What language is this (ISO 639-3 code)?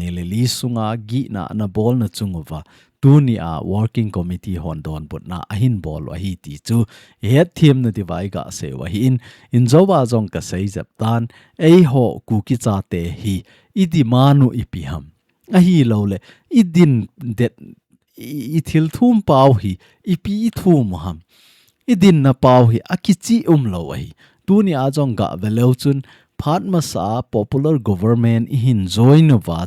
tcz